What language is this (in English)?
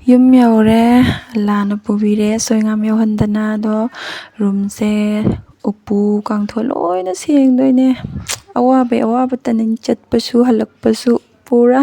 Manipuri